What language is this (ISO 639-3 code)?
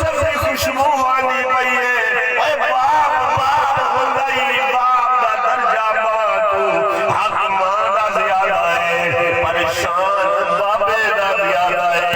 skr